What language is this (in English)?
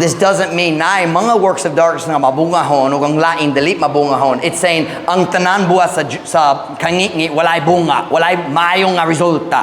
Cebuano